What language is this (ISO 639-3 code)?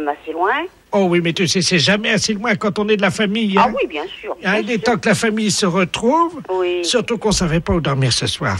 fra